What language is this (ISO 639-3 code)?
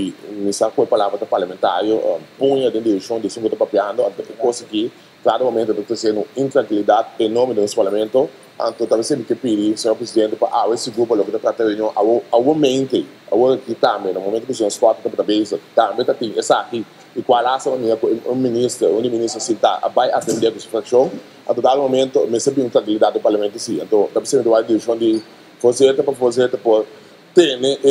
pap